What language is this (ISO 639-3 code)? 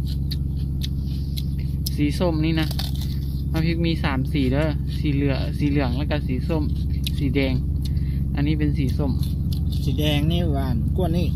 lao